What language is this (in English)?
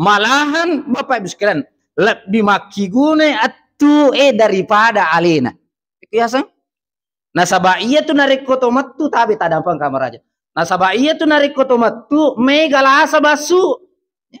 Buginese